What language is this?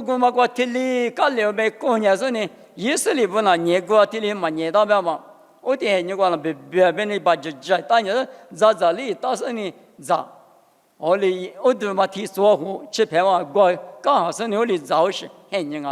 Lisu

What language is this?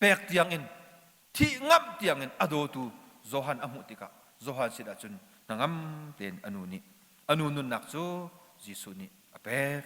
Hakha Chin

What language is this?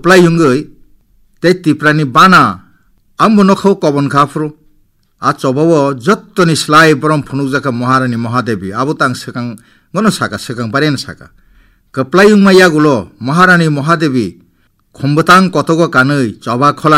Kok Borok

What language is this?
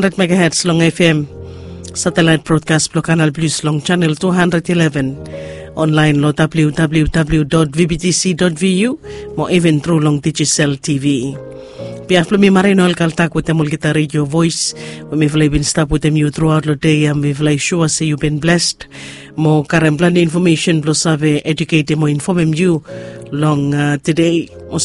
Bislama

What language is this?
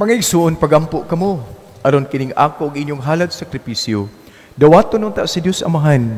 Cebuano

